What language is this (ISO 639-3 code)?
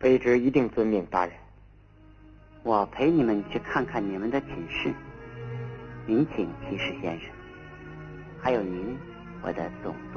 zho